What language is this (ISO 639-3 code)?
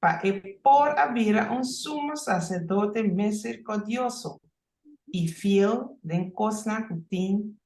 pap